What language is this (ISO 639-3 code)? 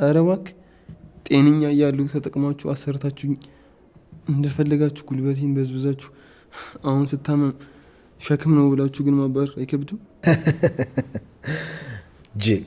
amh